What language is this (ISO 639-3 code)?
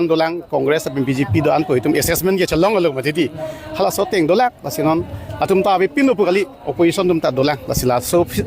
mjw